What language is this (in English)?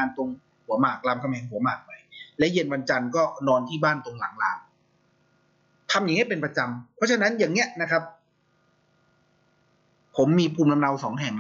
Thai